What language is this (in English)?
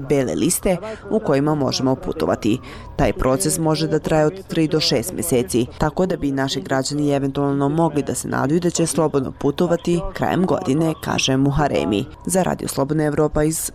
Bosnian